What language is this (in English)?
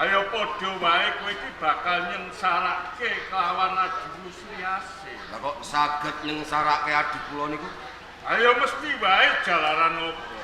Javanese